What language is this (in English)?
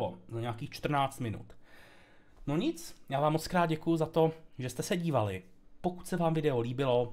Czech